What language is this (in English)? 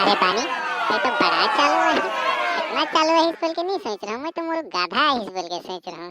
Sadri